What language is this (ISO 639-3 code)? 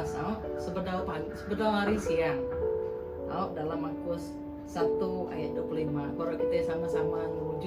iba